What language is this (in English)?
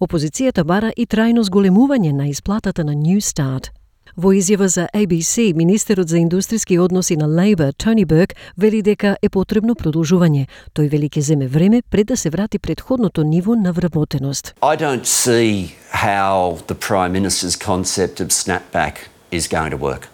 Macedonian